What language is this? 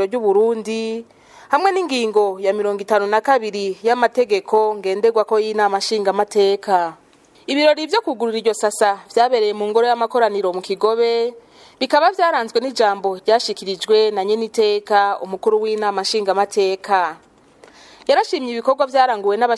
Rundi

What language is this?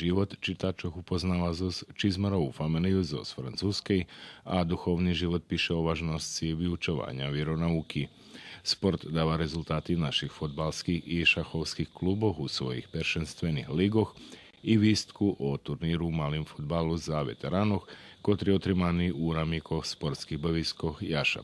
Rusyn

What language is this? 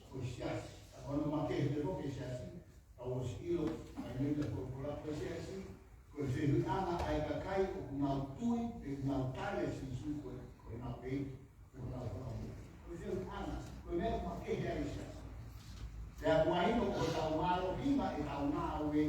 Tongan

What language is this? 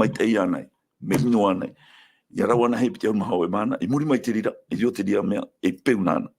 Tahitian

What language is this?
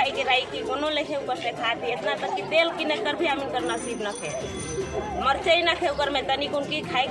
Sadri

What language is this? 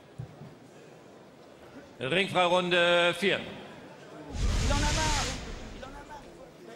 French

